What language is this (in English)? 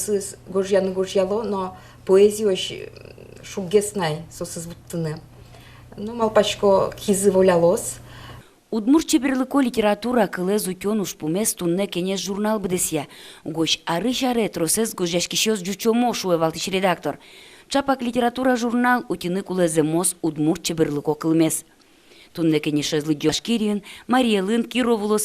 Udmurt